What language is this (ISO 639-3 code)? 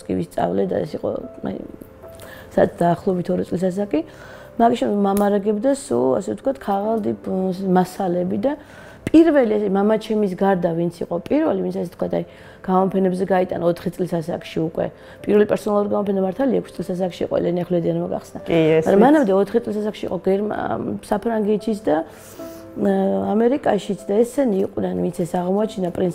kat